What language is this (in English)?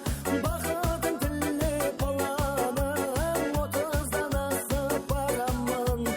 Kara-Kalpak